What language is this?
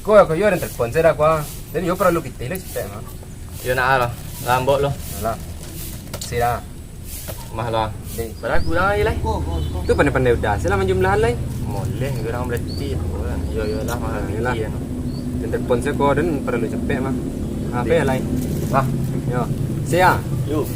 Minangkabau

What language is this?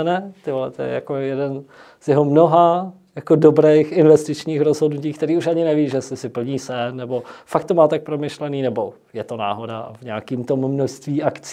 Czech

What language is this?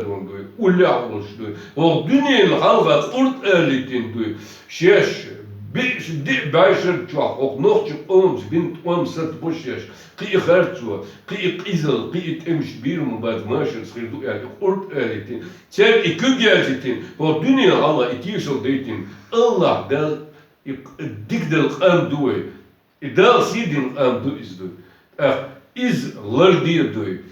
Chechen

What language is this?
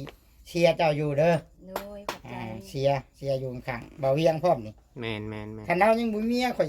Northeastern Thai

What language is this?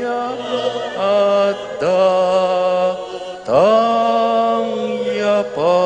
Pampanga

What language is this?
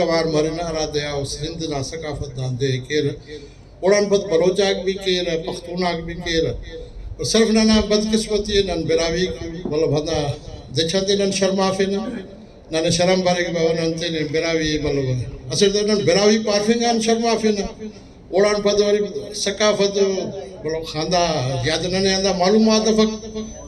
Brahui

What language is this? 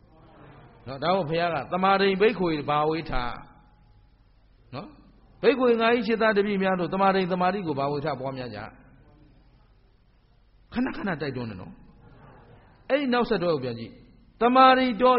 Burmese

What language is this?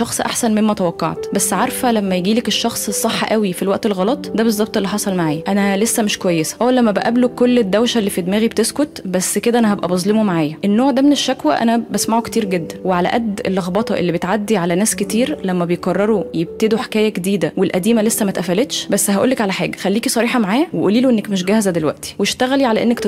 Egyptian Arabic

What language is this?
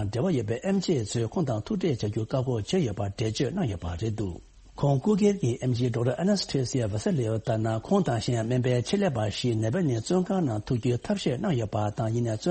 Tibetan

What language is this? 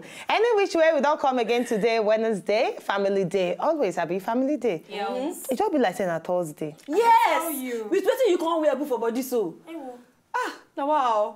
Nigerian Pidgin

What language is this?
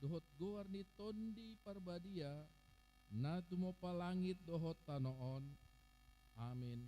Batak Toba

